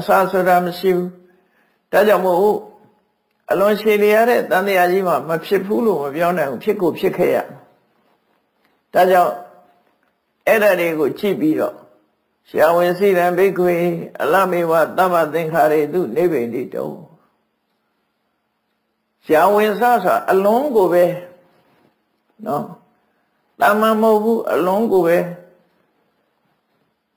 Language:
Burmese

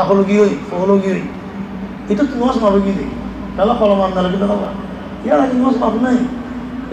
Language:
Rohingya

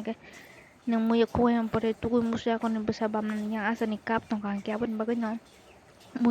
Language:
Kok Borok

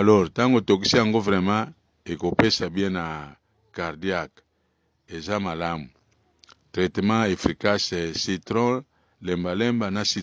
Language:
Lingala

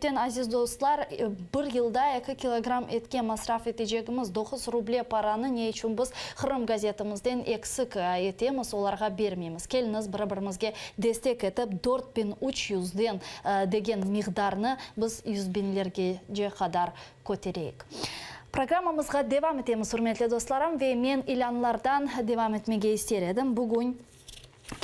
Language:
Crimean Tatar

